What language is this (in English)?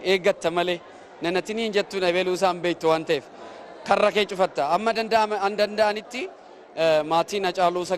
Oromo